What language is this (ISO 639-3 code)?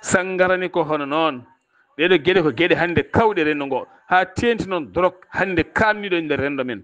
ful